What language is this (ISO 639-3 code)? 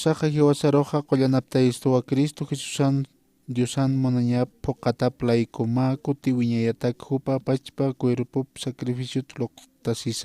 aym